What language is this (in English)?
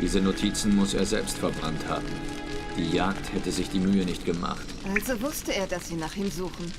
Swiss German